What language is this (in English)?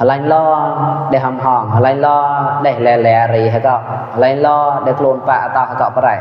Mon